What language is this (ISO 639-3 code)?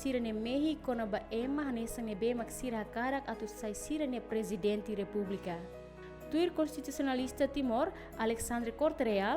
tet